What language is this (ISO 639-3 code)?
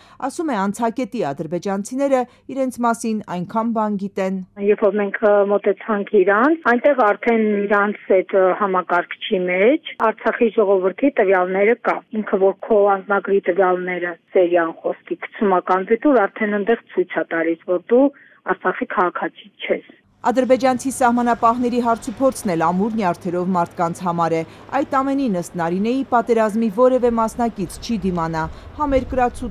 hye